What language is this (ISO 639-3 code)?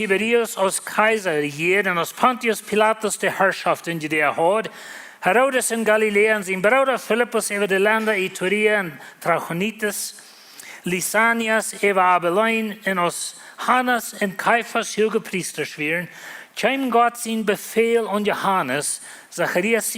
pdt